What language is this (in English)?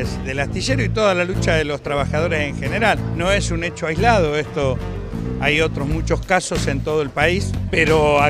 Spanish